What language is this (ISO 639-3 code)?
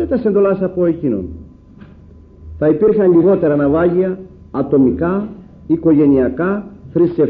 ell